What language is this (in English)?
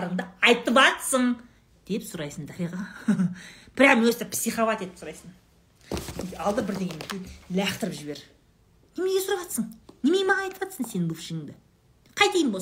Kazakh